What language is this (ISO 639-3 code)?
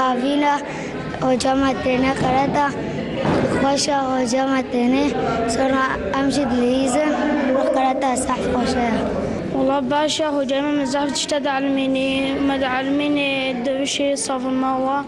kur